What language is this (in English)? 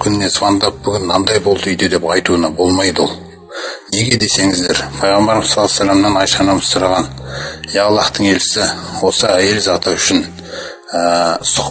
Kazakh